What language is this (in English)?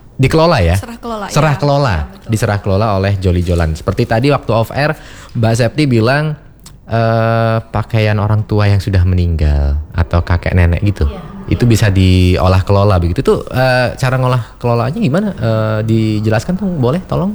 Indonesian